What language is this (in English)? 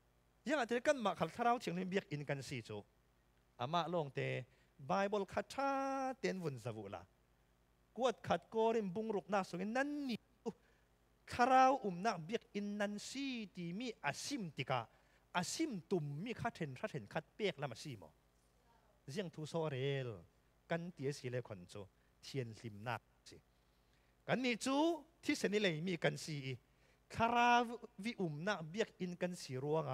Falam Chin